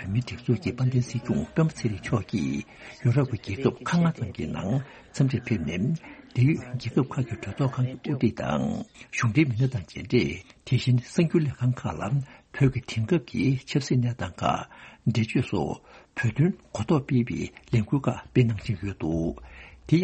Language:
Tibetan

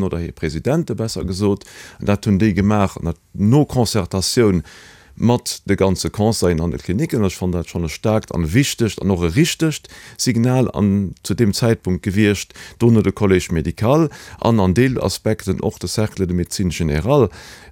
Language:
Luxembourgish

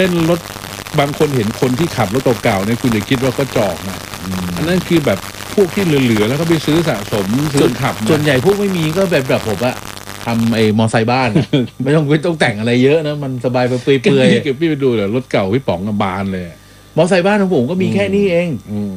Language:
Thai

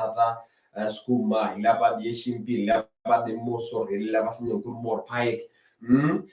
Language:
Masai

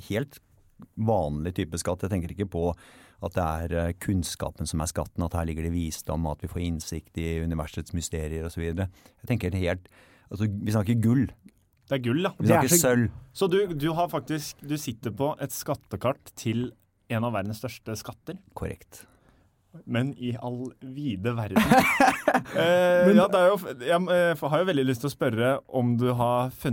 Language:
Norwegian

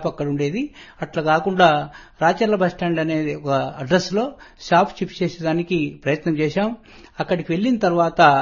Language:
Telugu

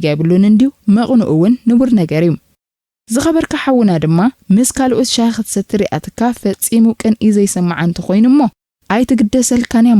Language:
Tigrinya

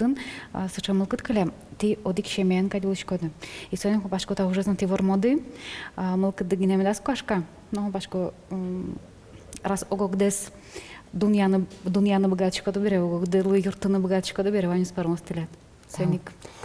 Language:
Udmurt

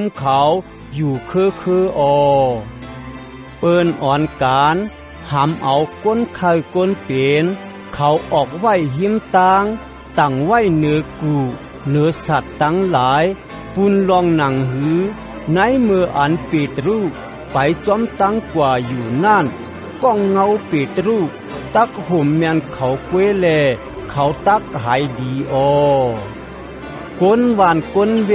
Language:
Shan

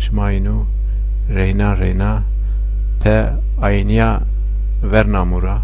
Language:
Zaza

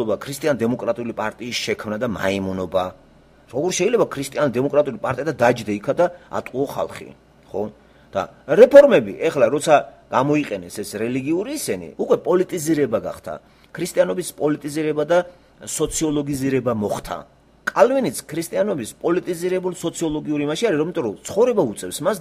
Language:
Georgian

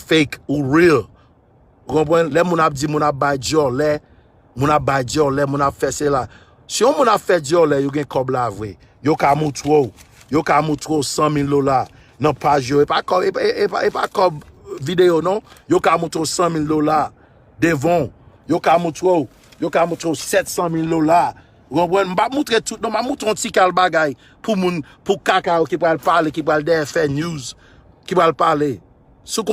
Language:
Haitian Creole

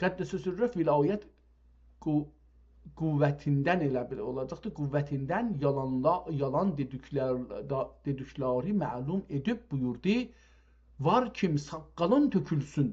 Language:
South Azerbaijani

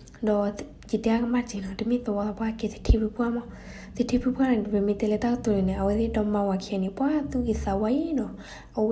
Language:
S'gaw Karen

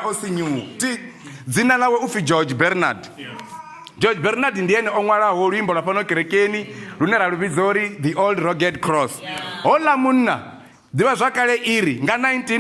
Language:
Venda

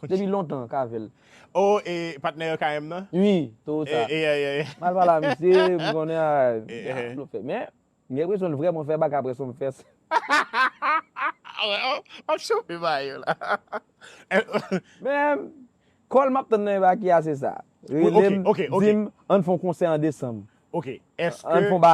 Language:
Haitian Creole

